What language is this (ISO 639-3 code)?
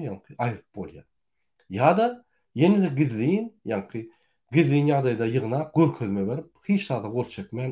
tuk